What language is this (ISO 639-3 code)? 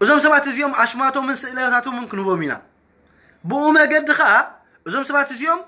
tir